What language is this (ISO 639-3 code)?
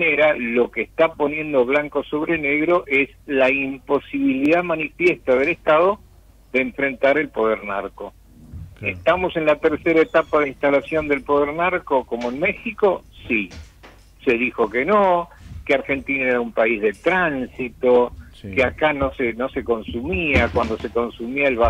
spa